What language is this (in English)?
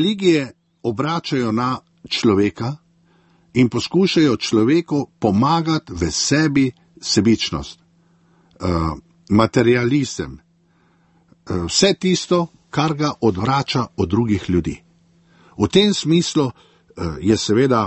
Slovenian